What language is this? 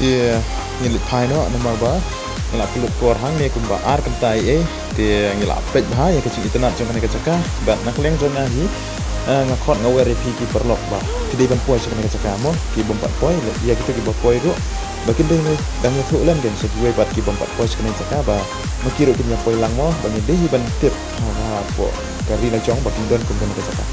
Khasi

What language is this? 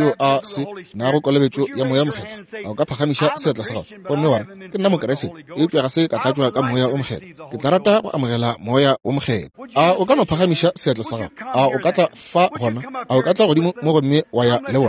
Northern Sotho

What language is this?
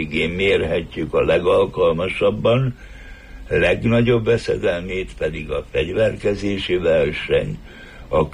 Hungarian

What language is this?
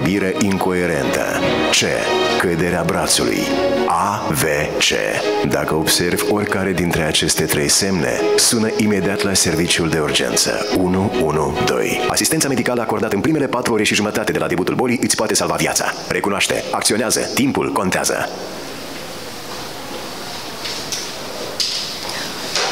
Romanian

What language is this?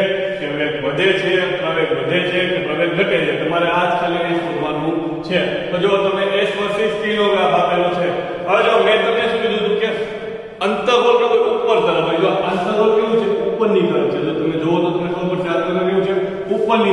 Gujarati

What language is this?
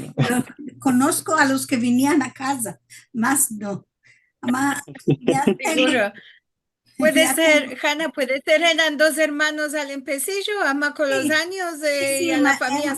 Ladino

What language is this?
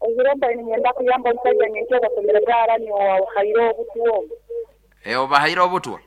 Nyoro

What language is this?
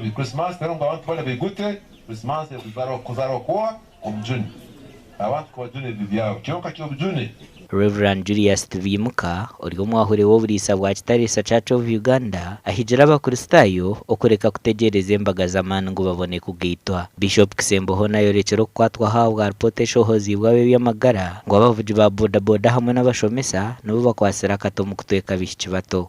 Nyankole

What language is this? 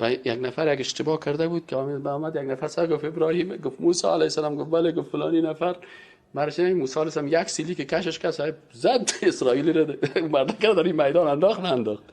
Persian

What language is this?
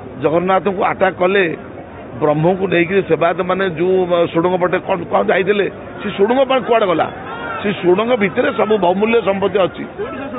Odia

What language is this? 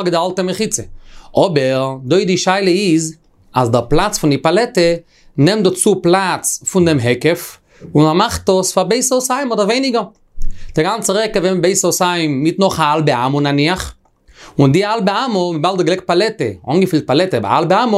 Yiddish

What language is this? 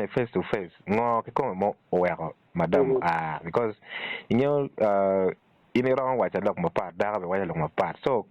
Acoli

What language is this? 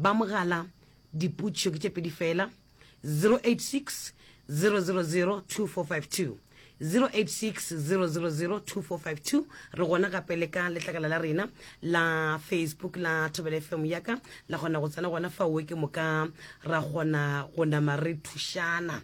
Northern Sotho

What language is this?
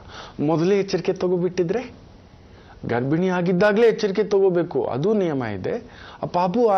Kannada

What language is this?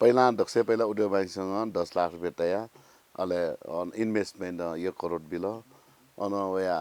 Newari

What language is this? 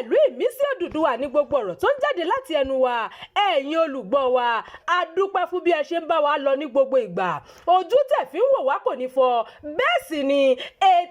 Yoruba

